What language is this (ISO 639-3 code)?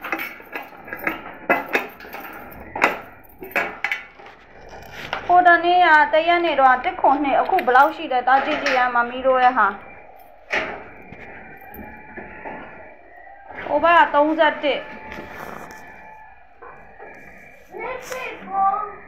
mya